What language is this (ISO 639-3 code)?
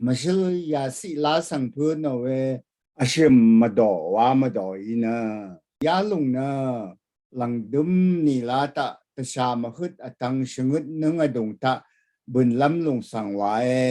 raw